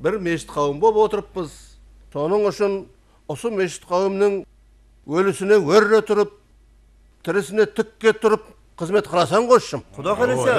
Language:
Kara-Kalpak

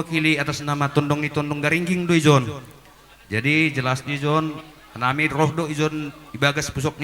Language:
Batak Simalungun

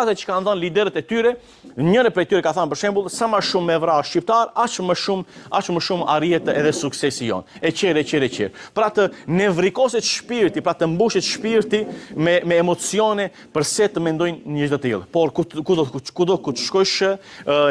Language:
Albanian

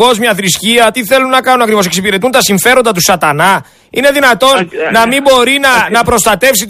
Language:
Greek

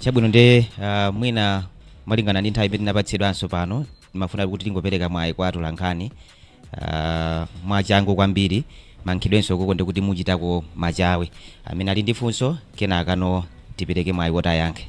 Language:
Nyanja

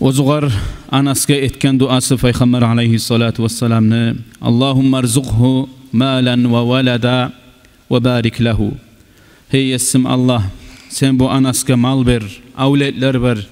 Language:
Kumyk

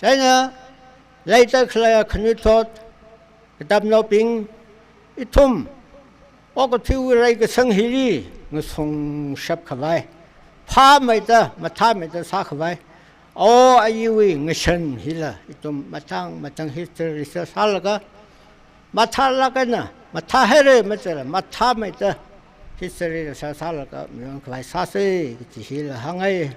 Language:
Tangkhul Naga (India)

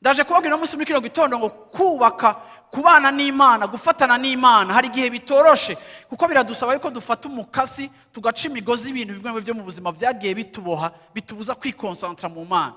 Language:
Rundi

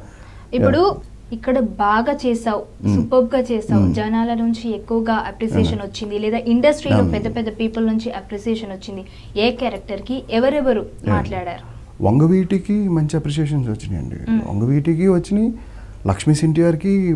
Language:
Telugu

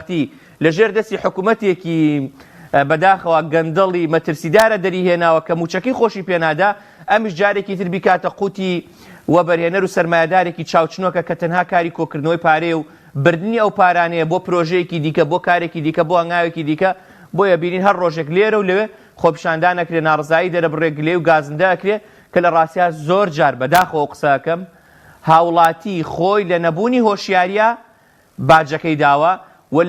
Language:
Central Kurdish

